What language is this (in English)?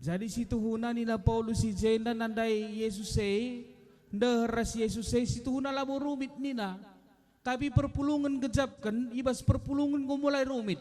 Batak Karo